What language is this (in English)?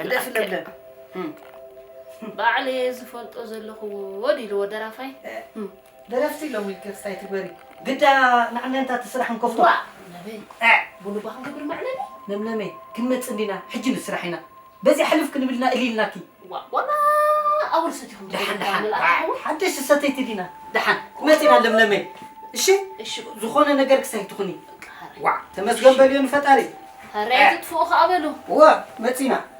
Tigrinya